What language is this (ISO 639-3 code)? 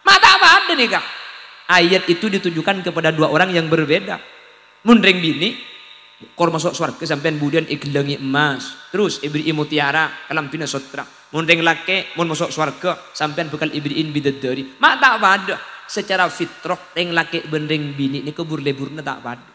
mad